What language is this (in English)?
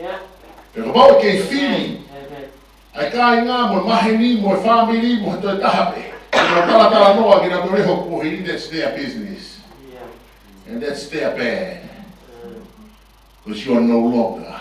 Tongan